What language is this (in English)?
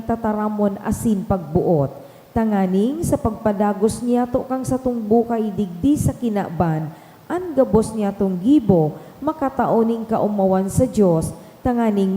Bikol